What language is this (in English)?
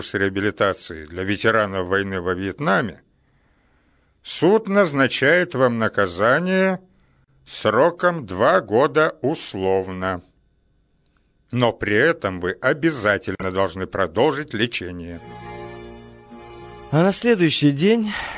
Russian